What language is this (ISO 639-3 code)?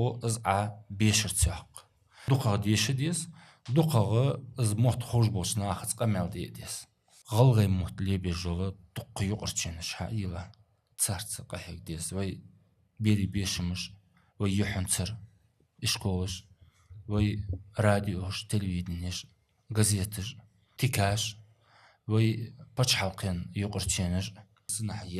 inh